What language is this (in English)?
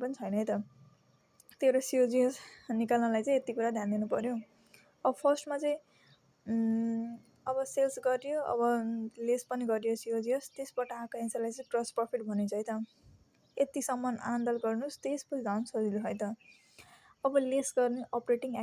Nepali